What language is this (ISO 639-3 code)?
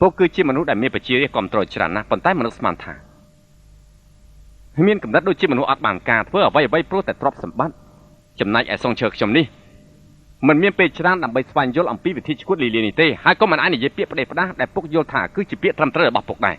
khm